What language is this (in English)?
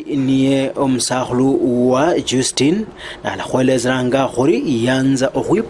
Luyia